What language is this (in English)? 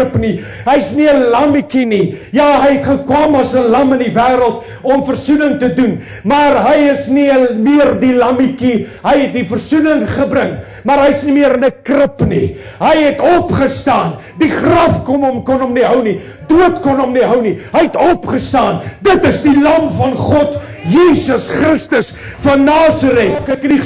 Afrikaans